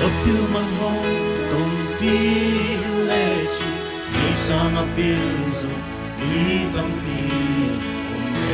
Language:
Paite Chin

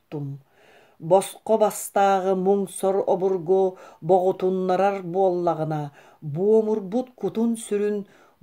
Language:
Yakut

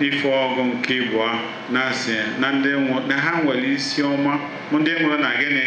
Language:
Igbo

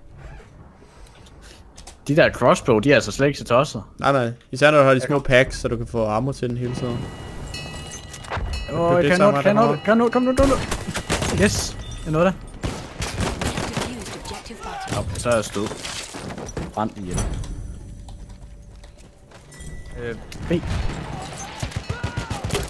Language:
Danish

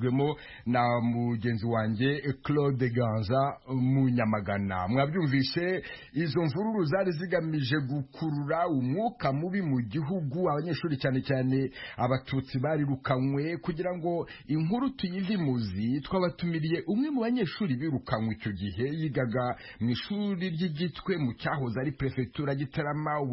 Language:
Kinyarwanda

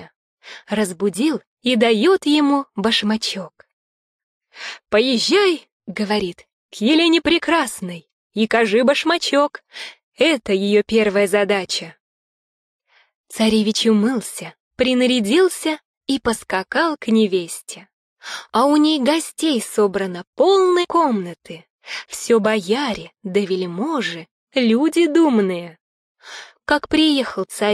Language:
Russian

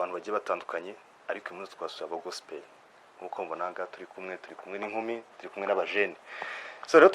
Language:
Kinyarwanda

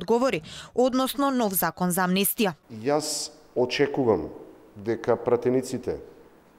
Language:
Macedonian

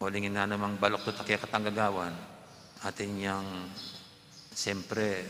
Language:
Pampanga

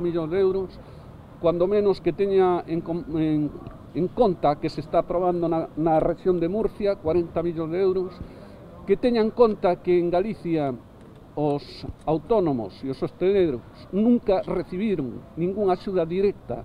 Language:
Galician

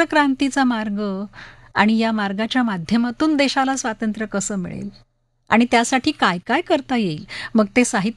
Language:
Marathi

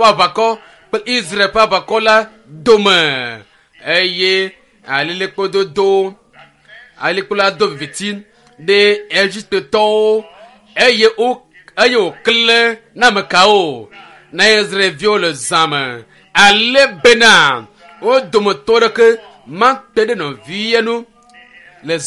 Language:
Ewe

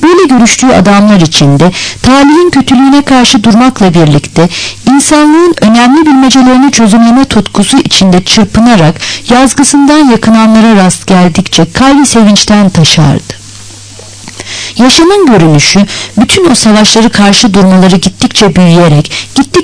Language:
Turkish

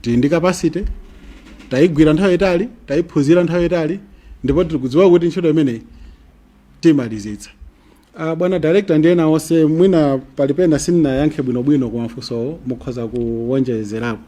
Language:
Nyanja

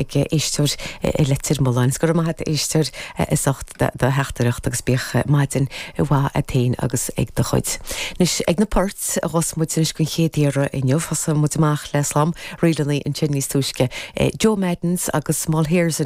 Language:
Irish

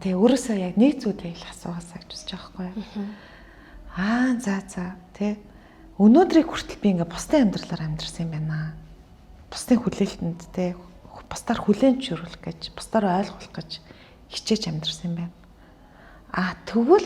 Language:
Mongolian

